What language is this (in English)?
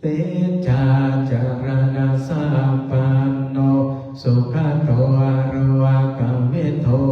Pali